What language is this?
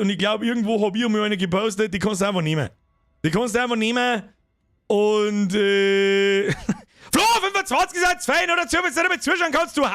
Bavarian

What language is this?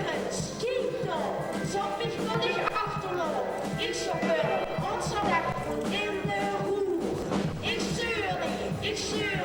Limburgish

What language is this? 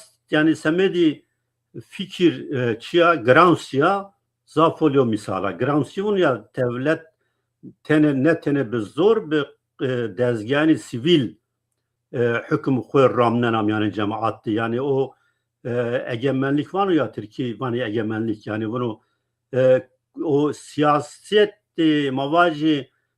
Zaza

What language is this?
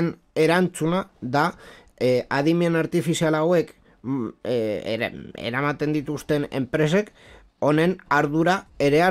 Basque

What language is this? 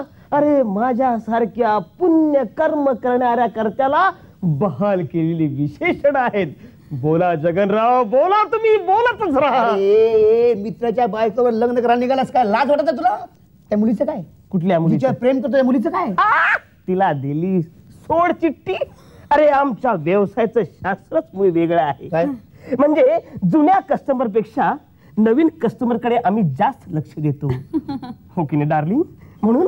Marathi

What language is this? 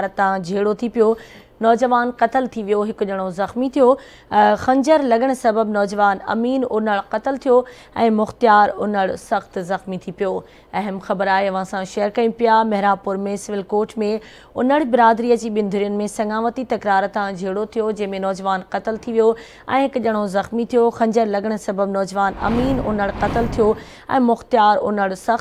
Sindhi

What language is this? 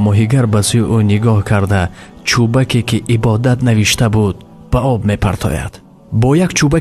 Tajik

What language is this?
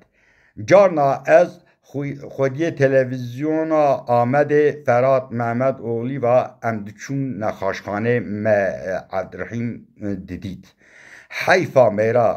Kurdish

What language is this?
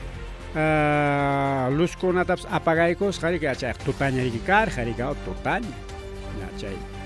Ayacucho Quechua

